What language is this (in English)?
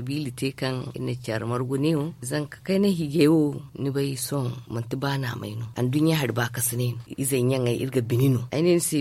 Zarma